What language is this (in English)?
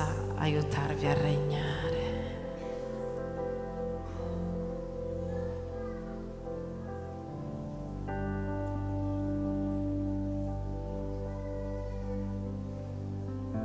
Italian